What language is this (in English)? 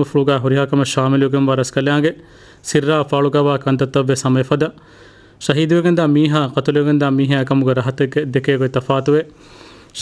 Divehi